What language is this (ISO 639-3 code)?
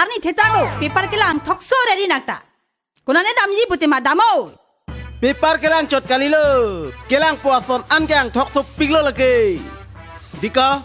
mjw